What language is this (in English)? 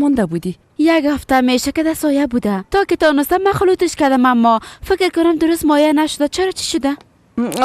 Persian